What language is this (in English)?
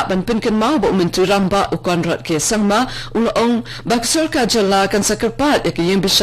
Khasi